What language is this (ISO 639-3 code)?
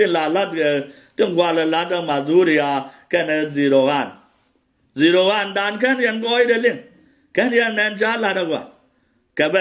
nus